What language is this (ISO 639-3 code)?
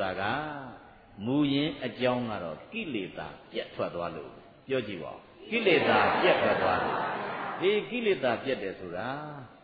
mya